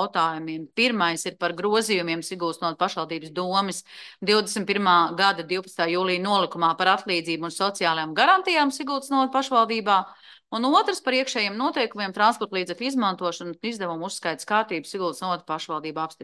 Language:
Latvian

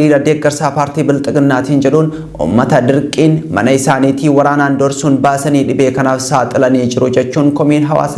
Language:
Oromo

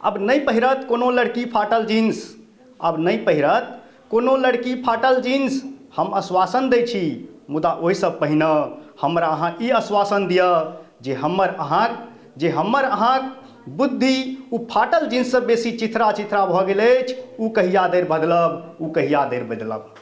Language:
Maithili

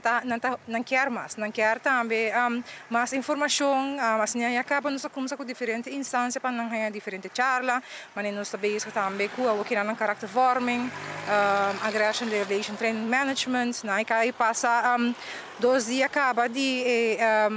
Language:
Papiamento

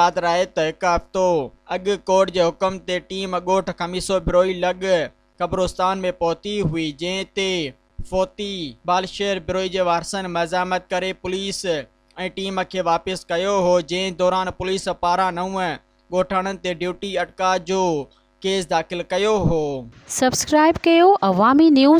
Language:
Sindhi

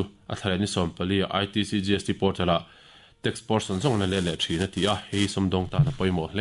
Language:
Mizo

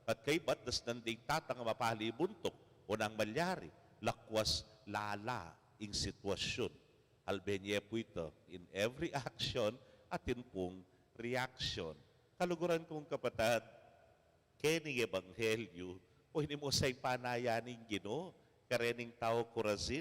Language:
Pampanga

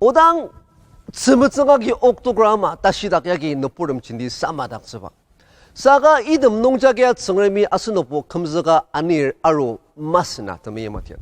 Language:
Ao Naga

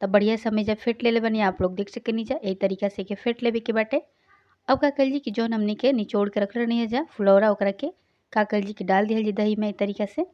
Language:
Bhojpuri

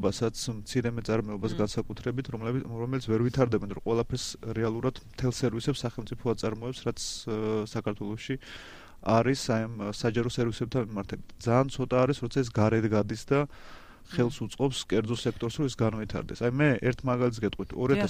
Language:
Georgian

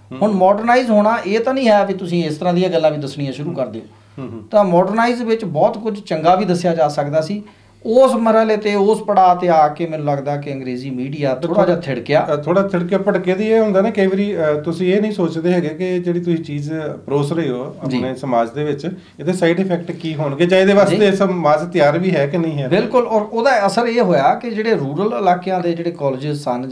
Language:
Punjabi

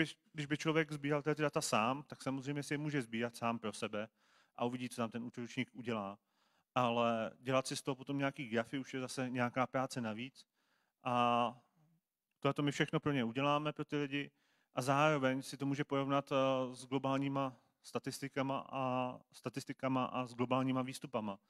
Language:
Czech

